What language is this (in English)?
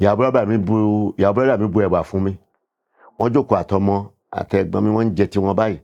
Yoruba